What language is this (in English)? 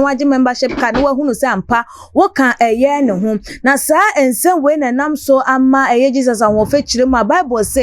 Akan